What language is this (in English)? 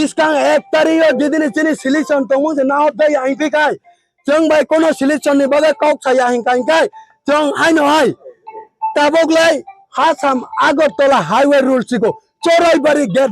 Kok Borok